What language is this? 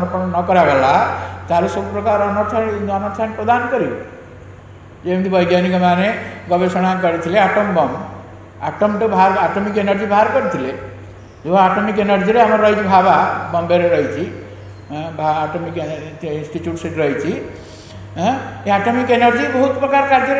Odia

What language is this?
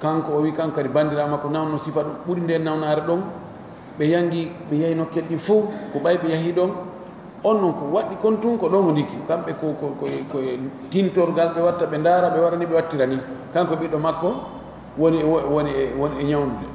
Pular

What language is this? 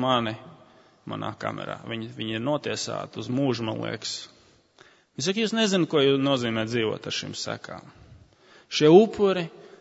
Latvian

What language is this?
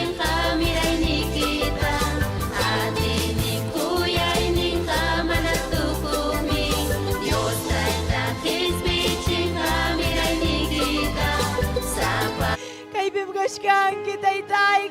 Ayacucho Quechua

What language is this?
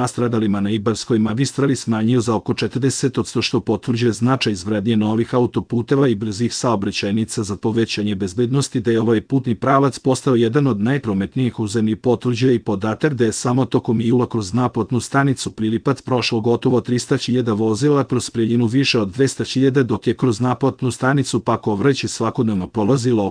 Serbian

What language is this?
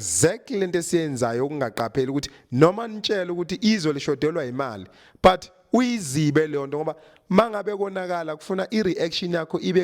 Zulu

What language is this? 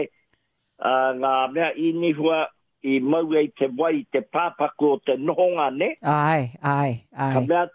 Māori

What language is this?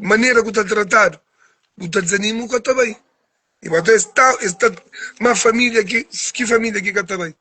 Kabuverdianu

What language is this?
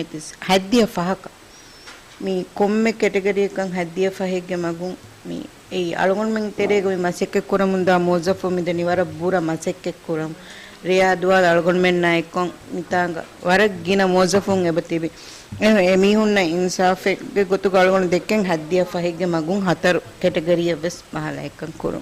Divehi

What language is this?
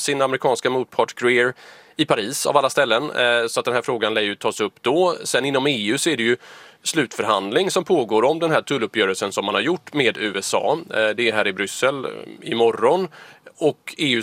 Swedish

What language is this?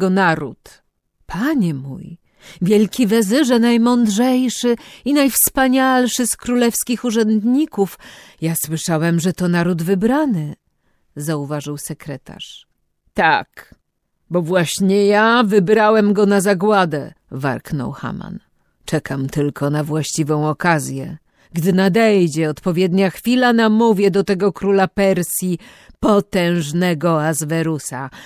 Polish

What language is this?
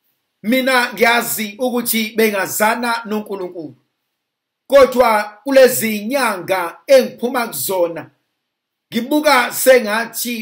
Zulu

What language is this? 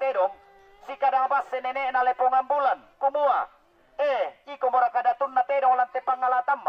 Toraja-Sa'dan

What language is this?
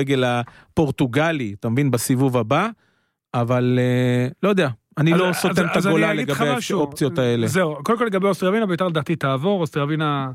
Hebrew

